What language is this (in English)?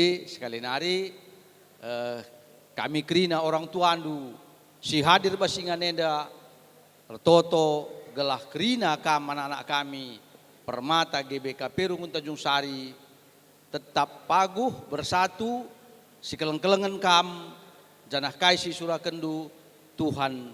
Batak Karo